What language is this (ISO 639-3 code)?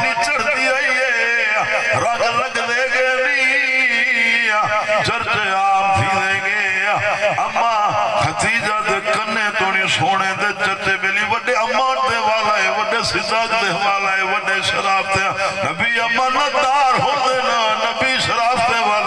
skr